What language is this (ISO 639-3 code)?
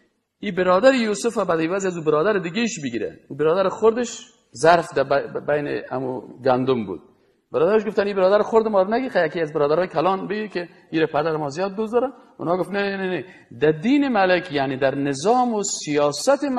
fas